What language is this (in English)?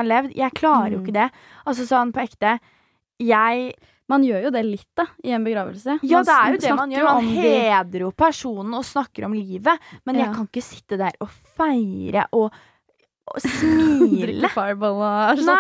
Norwegian